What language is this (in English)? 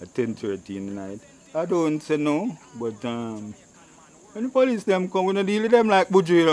Jamaican Creole English